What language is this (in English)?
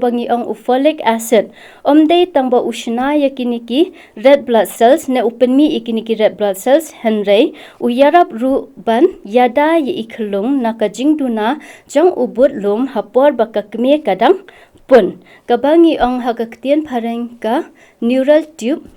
Khasi